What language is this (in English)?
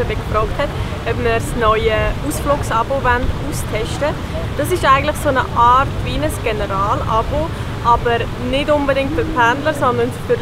Swiss German